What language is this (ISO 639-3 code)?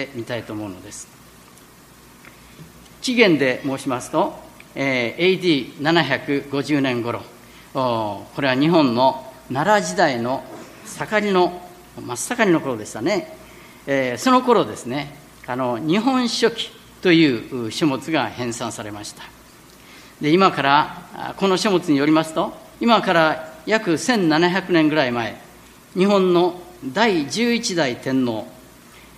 jpn